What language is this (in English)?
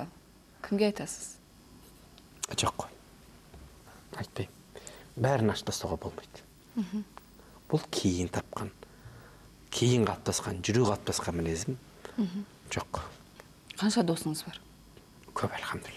Kazakh